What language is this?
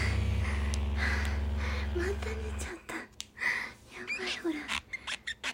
Japanese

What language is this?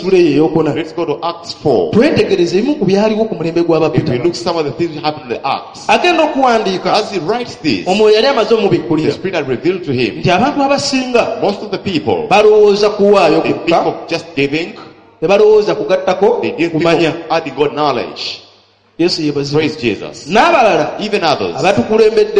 Ganda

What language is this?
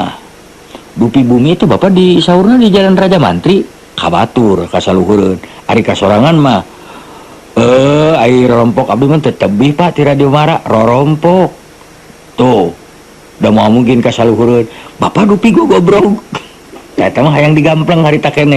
Sundanese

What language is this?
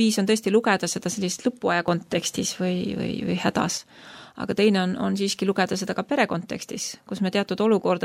Estonian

